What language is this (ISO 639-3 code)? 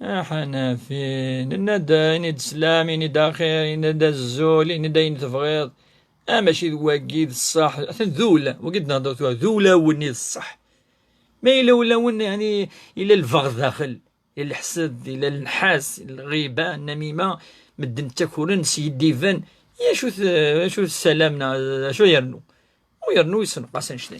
kab